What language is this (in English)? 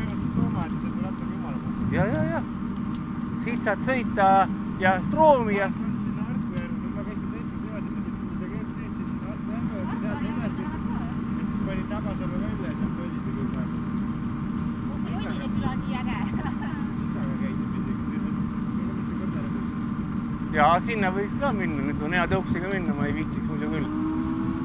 Estonian